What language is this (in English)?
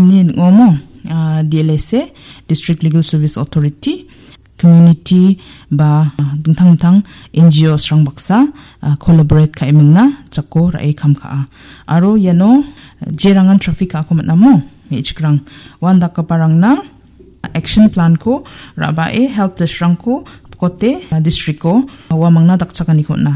Garo